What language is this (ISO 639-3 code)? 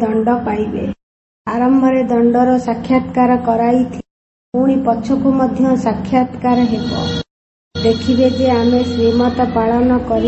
ori